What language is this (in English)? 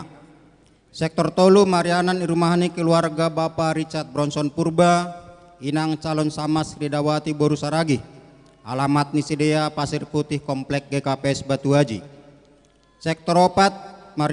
Batak Simalungun